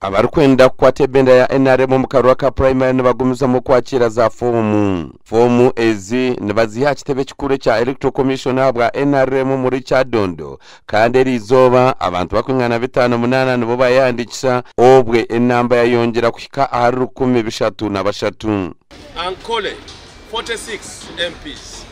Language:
Nyankole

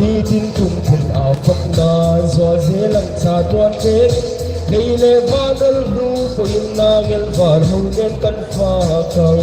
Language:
Hmar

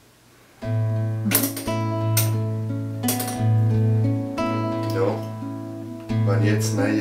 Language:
German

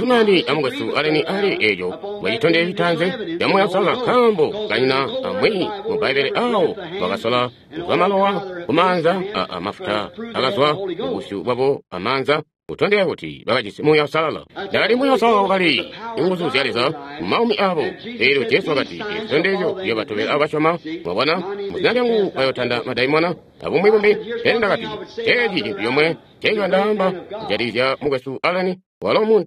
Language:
Tonga (Zambia)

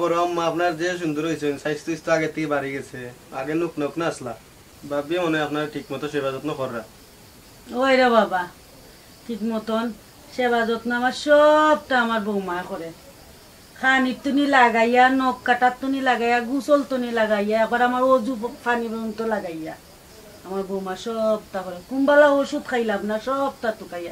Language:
Sylheti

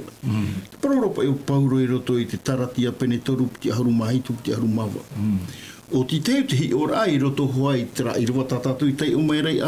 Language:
Tahitian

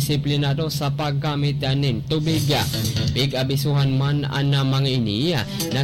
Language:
Bikol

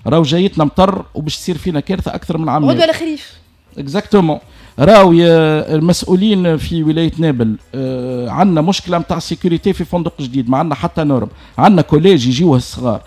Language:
Tunisian Arabic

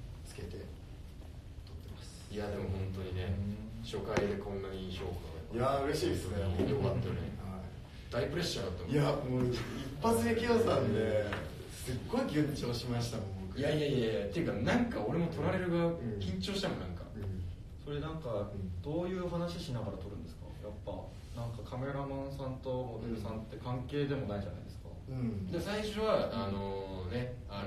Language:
Japanese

